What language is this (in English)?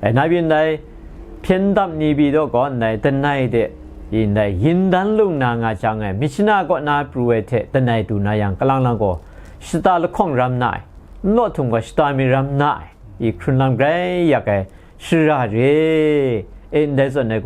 Kachin